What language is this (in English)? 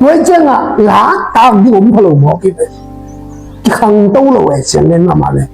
Tedim Chin